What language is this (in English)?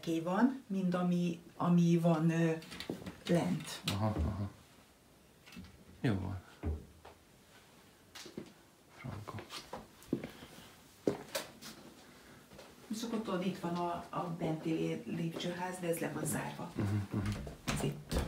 Hungarian